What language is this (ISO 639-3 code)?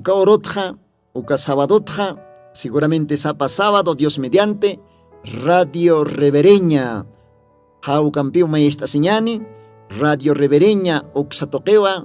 aym